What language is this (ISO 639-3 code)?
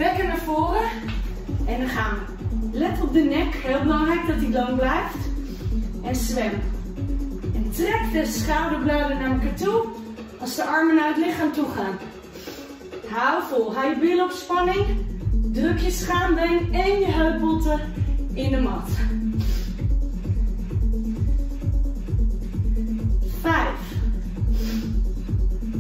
nld